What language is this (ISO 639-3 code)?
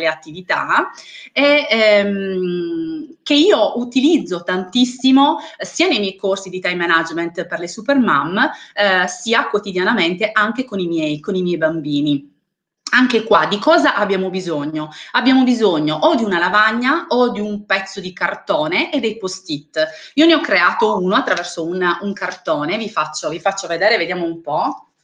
ita